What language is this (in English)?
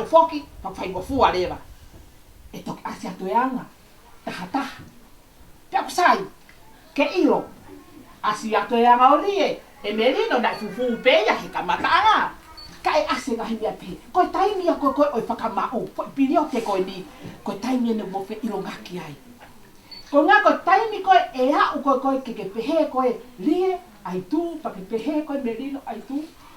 Tongan